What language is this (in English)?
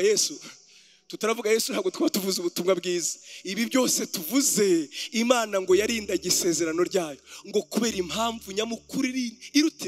Kinyarwanda